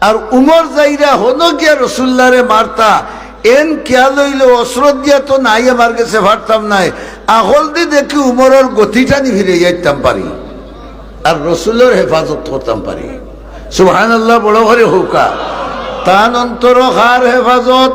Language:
Sylheti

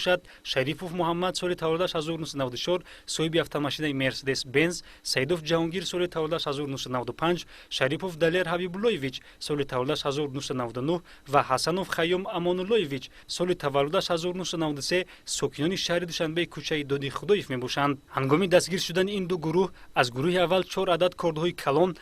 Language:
Tajik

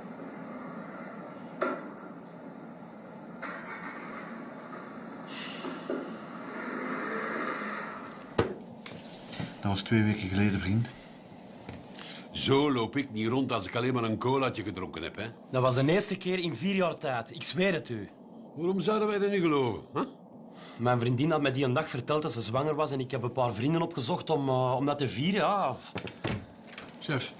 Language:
Dutch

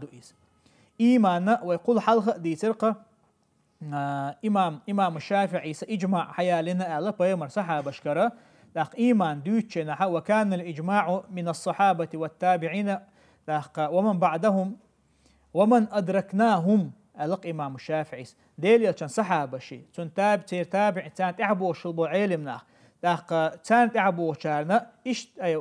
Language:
Chechen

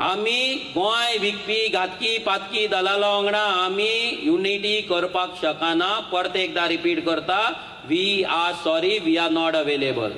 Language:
Konkani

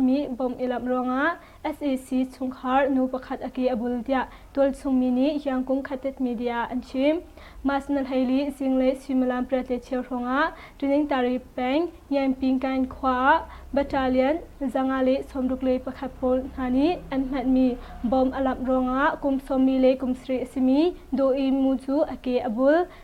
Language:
Hakha Chin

